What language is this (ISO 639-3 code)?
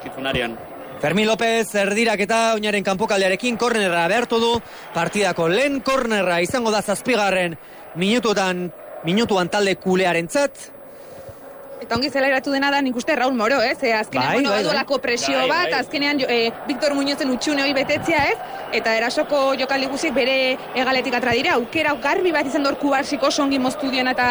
eus